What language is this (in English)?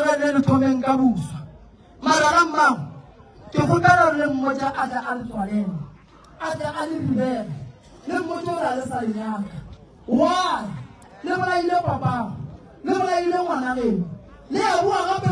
Northern Sotho